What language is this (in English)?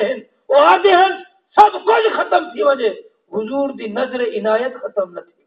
Saraiki